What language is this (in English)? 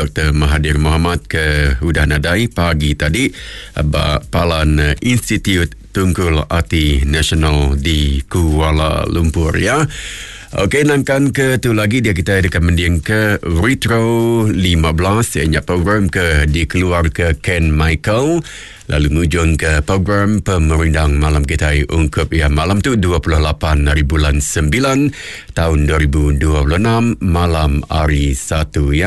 Iban